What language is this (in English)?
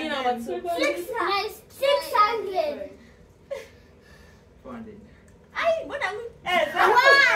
Swahili